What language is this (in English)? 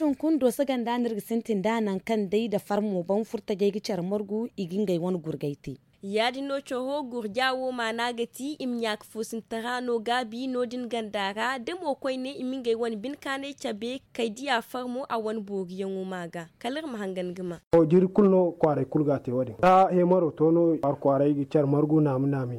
Zarma